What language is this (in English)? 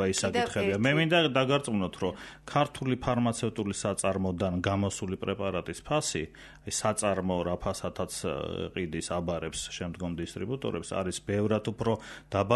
Georgian